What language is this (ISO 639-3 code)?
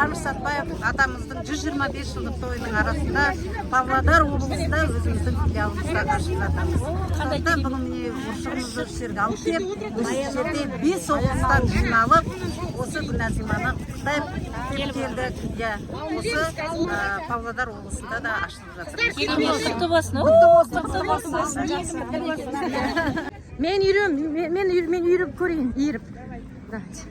kaz